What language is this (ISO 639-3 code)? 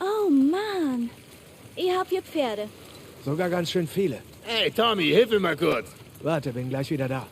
bar